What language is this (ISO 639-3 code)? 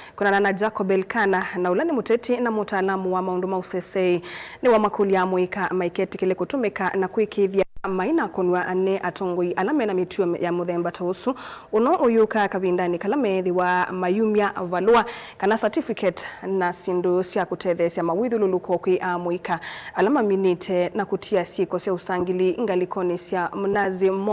kam